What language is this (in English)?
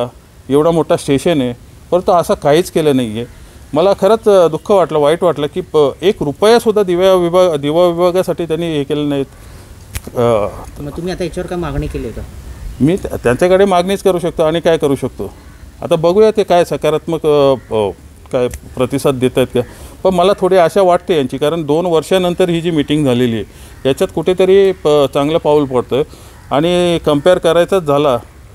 Marathi